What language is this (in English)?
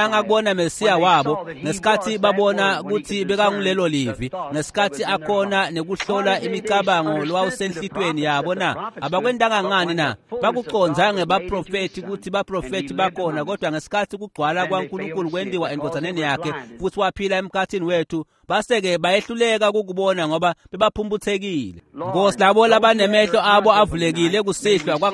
Swati